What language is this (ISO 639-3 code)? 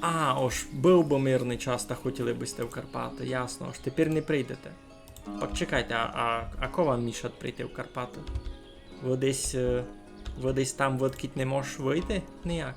rue